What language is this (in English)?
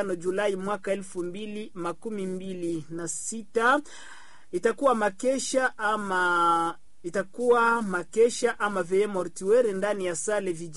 Swahili